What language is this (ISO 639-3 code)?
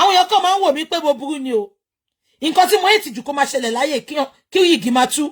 yor